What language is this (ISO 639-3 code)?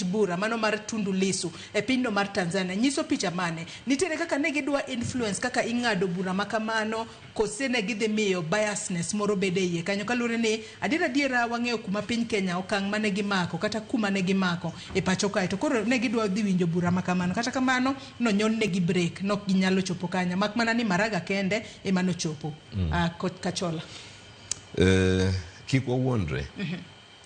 luo